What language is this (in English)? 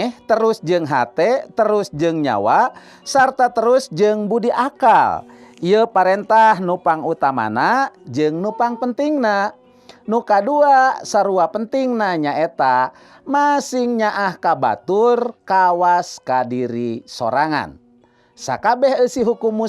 Sundanese